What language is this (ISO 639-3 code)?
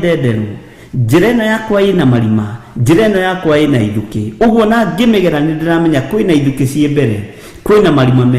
kik